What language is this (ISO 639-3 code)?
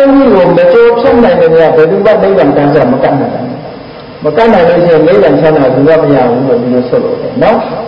mya